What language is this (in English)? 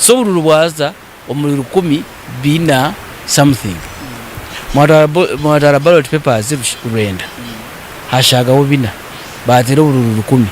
Nyankole